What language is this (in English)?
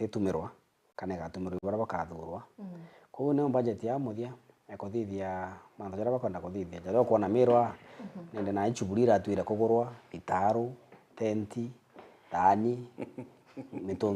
Meru